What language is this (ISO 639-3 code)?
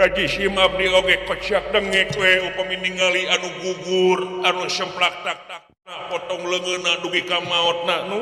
sun